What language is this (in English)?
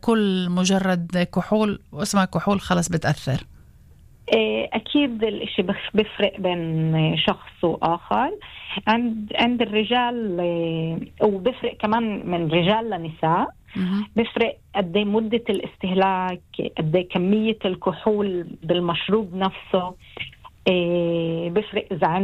North Levantine Arabic